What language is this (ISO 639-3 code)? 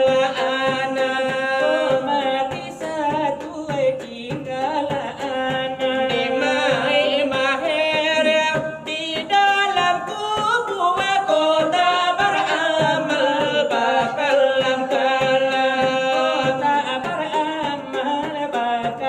min